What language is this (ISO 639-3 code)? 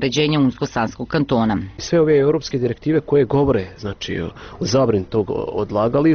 bos